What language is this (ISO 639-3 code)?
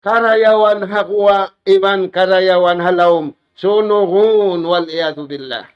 tsg